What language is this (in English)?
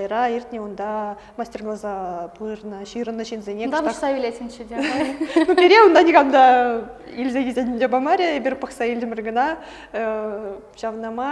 Chuvash